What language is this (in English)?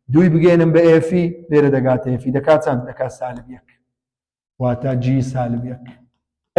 Central Kurdish